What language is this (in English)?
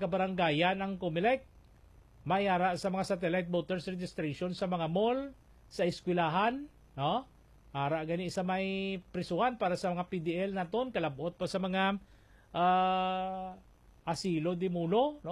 Hiligaynon